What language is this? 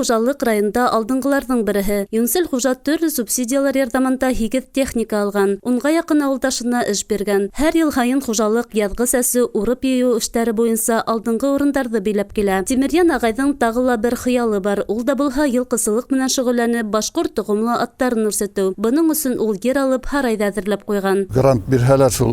Bashkir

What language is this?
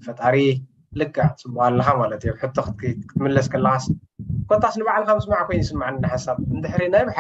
Tigrinya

